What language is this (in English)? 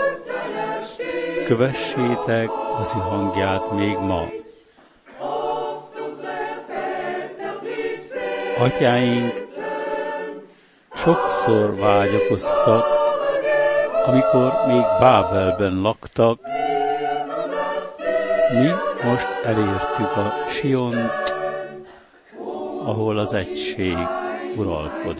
Hungarian